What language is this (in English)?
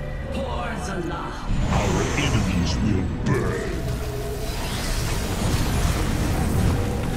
English